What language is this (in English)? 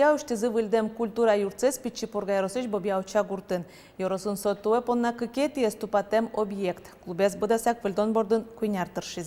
Udmurt